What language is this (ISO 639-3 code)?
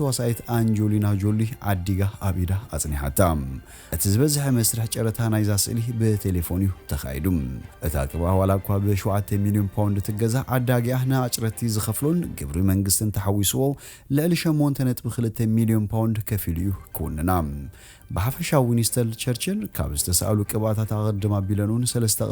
tir